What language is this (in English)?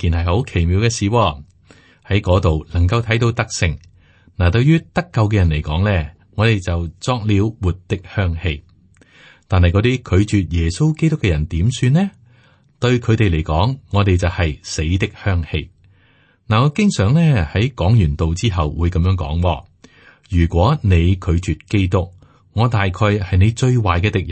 Cantonese